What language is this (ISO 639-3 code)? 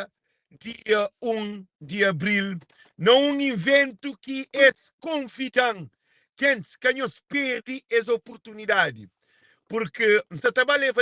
kea